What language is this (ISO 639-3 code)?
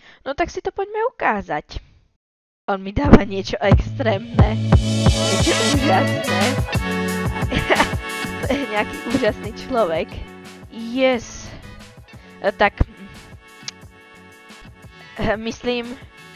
slk